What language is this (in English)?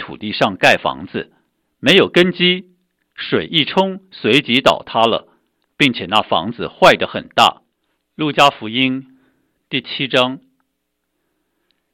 Chinese